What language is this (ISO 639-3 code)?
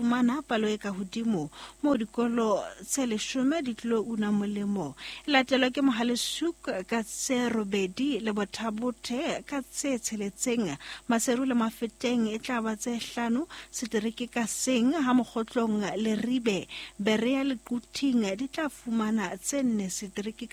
sot